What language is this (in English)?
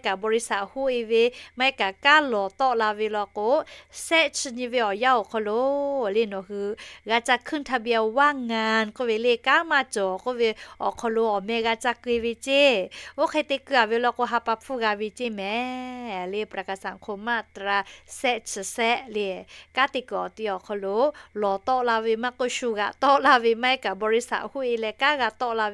Lahu